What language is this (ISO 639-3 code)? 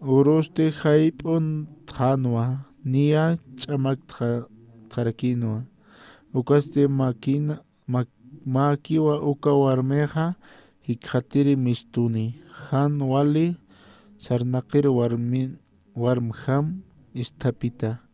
aym